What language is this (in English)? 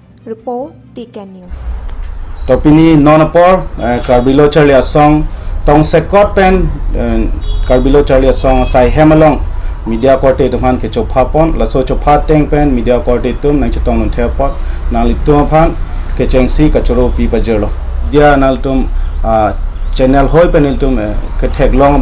Karbi